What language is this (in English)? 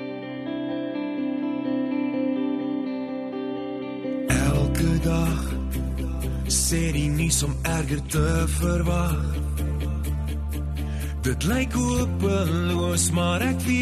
Afrikaans